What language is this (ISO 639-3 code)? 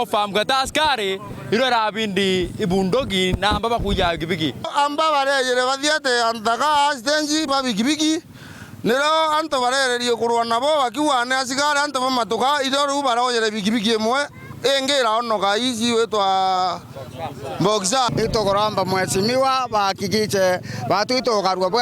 mer